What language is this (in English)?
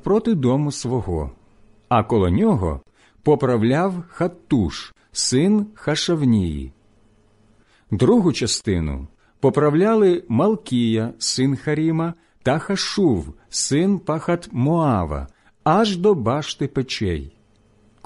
Ukrainian